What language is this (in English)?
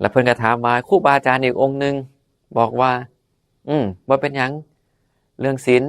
Northeastern Thai